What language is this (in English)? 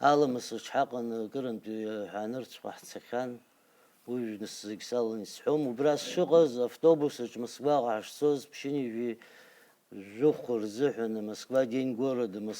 Abkhazian